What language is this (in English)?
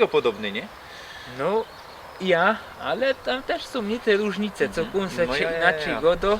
Silesian